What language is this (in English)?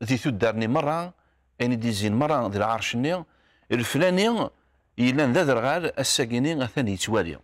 Kabyle